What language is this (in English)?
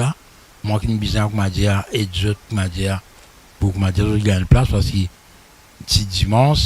Morisyen